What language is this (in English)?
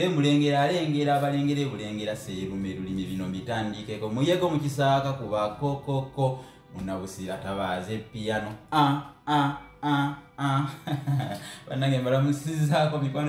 Ganda